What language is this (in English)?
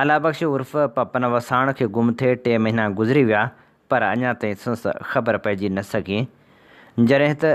Sindhi